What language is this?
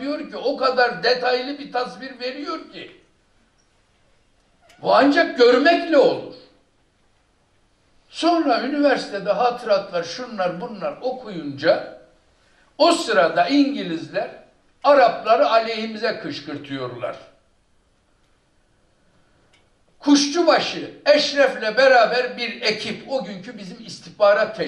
Turkish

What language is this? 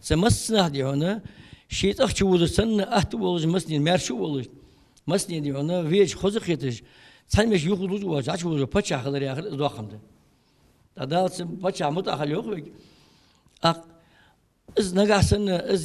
Ingush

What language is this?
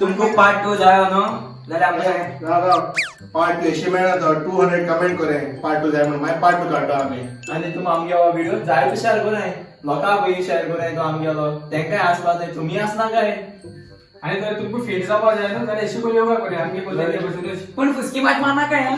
Konkani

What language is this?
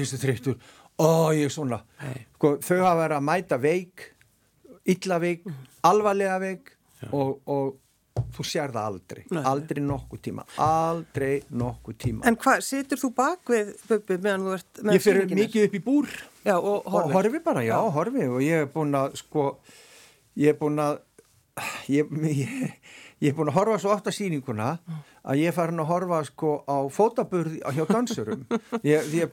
Icelandic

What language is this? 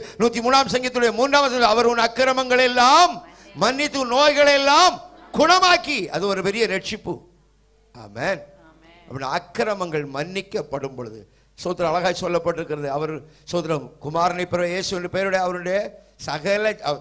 Tamil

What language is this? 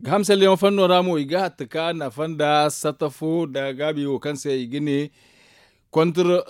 Zarma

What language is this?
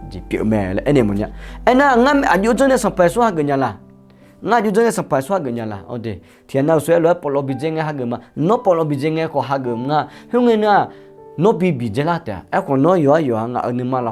Akha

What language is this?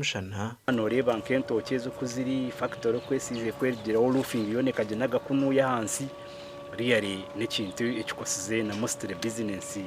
Nyankole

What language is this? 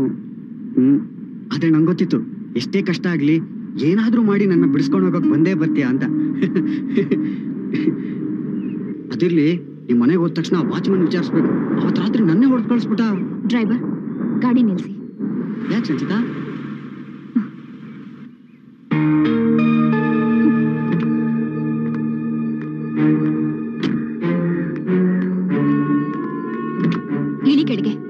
Kannada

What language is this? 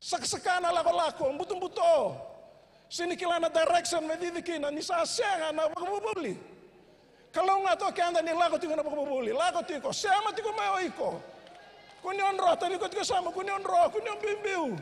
Fijian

